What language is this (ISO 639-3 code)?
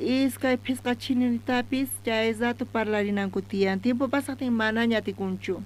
quh